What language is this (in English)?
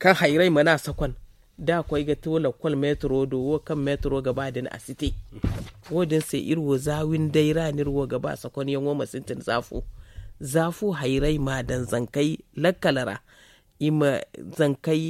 Zarma